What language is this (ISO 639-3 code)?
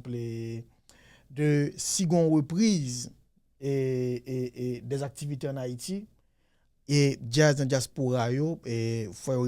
hat